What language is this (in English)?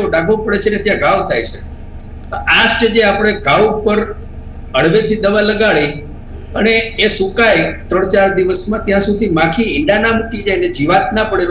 Gujarati